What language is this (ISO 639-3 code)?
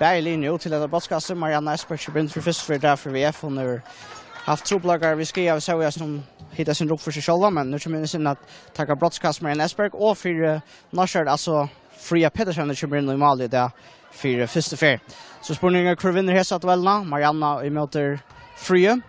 fao